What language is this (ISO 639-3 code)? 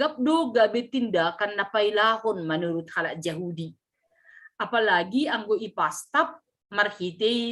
bts